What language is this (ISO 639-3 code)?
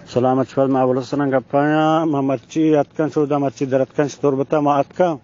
bgp